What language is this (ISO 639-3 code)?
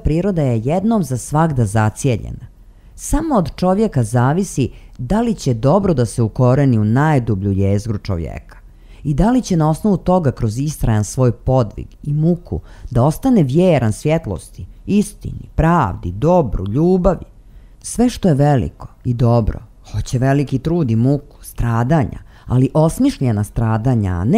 srp